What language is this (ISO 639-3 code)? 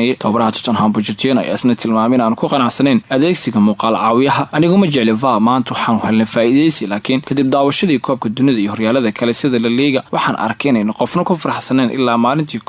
som